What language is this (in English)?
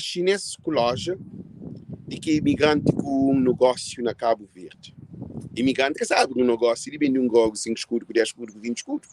Kabuverdianu